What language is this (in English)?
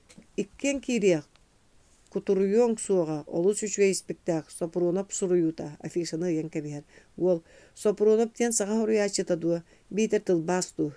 Yakut